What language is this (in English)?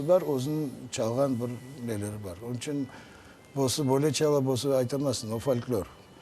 Crimean Tatar